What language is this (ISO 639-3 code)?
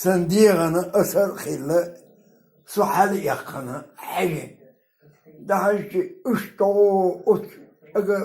che